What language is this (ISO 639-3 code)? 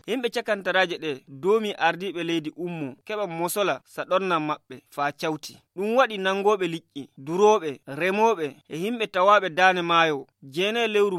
fuv